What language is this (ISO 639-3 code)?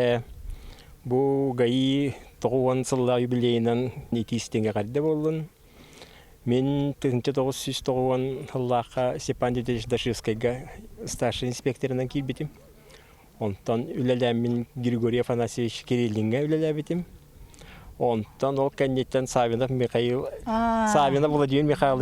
sah